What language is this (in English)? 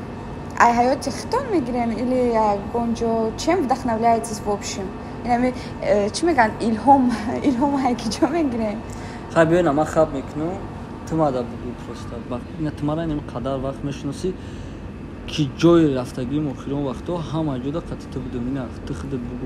Tajik